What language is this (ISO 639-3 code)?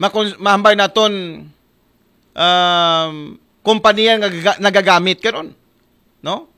akl